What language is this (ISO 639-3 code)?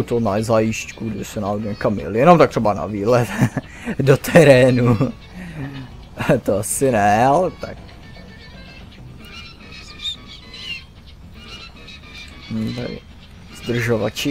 ces